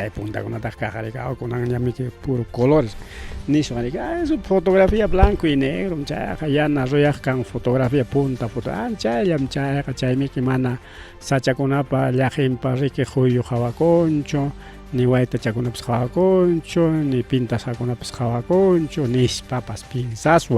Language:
Ayacucho Quechua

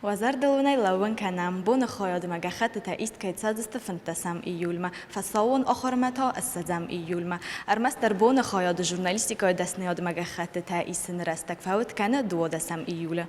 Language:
Ossetic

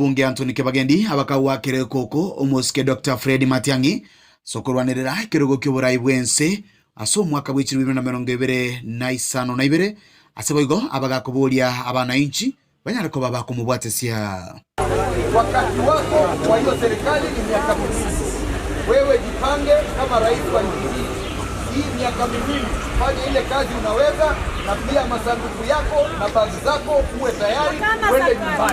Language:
Gusii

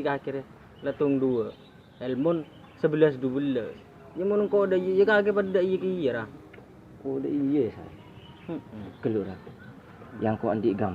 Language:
Madurese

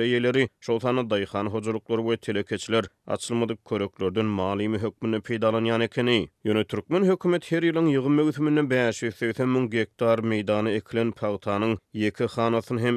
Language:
Turkmen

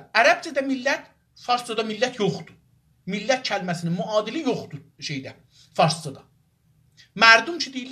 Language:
South Azerbaijani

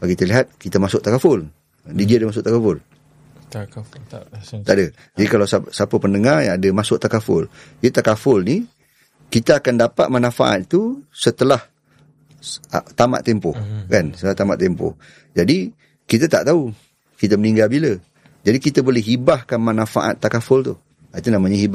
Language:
Malay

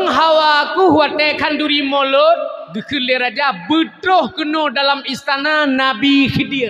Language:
Achinese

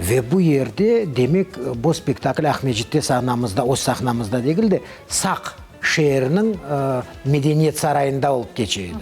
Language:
Crimean Tatar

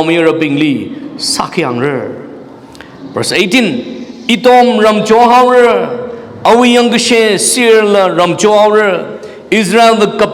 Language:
Tangkhul Naga (India)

